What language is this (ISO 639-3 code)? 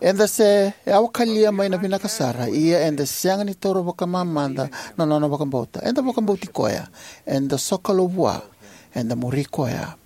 fij